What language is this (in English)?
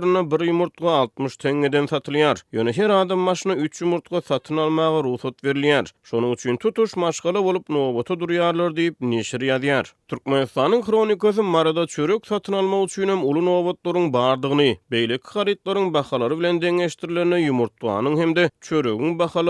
Turkmen